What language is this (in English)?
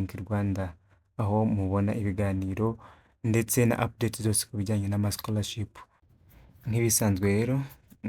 Kinyarwanda